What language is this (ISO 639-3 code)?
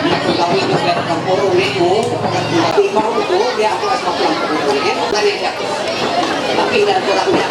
mhy